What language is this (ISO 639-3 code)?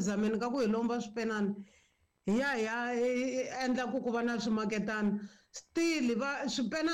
tso